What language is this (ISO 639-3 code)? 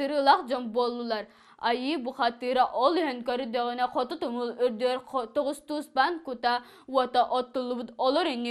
sah